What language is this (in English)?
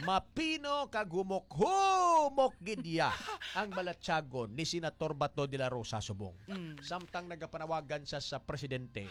Hiligaynon